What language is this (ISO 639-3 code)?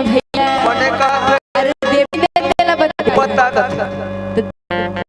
hne